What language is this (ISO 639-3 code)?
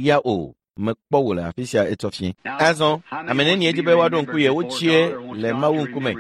ewe